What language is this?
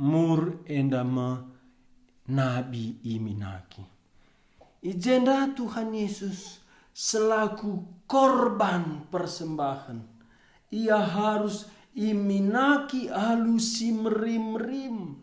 Batak Karo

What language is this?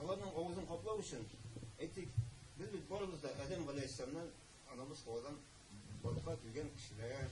Tatar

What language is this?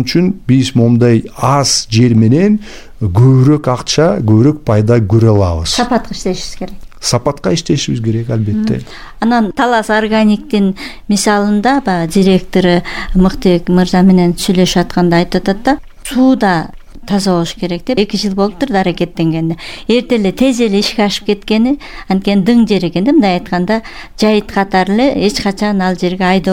Kyrgyz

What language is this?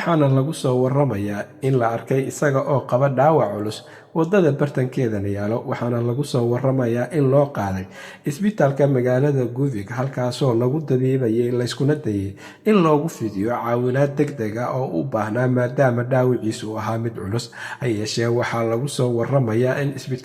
Somali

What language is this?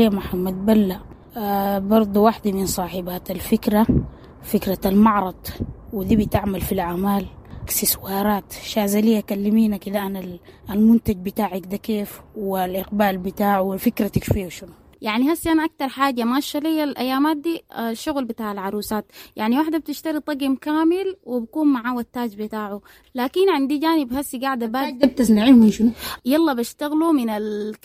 Sudanese Arabic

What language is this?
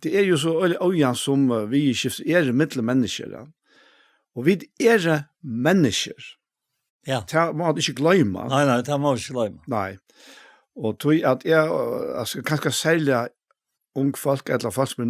Faroese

